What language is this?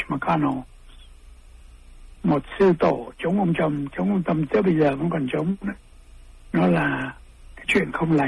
Vietnamese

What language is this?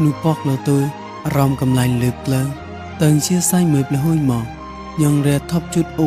Mon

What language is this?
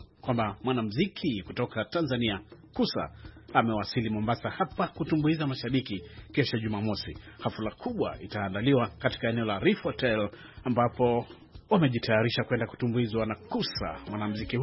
Swahili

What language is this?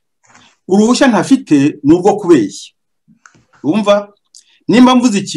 Kinyarwanda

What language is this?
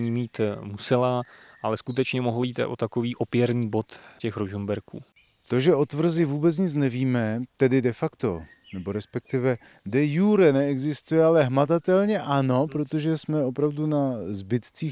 Czech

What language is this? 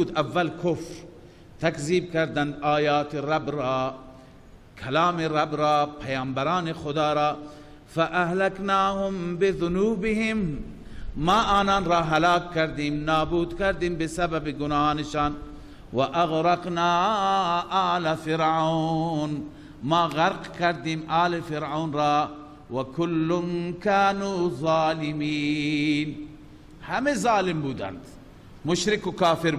Persian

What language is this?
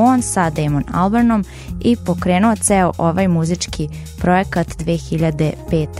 Serbian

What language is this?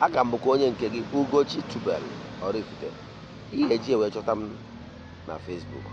Igbo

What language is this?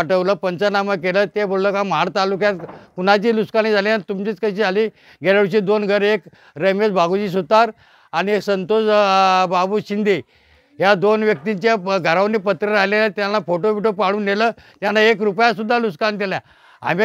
Marathi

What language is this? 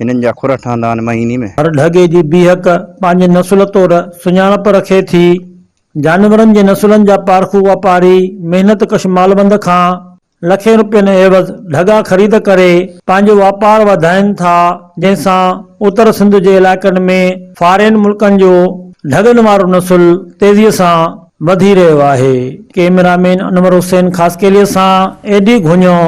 Sindhi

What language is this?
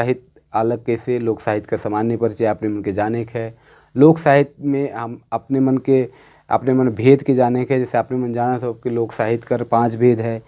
Sadri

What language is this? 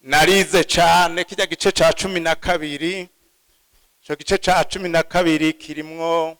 Rundi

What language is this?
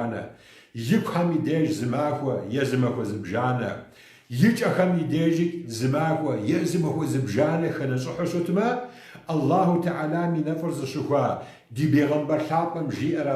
Kabardian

